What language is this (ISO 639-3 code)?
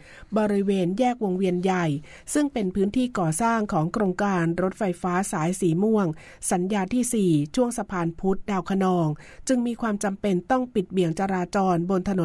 tha